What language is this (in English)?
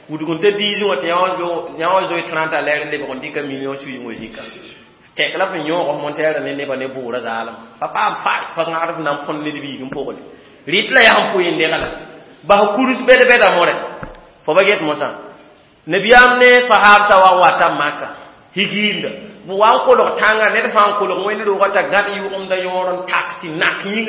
Mossi